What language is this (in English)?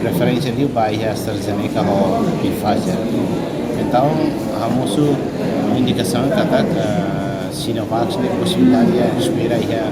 Tetum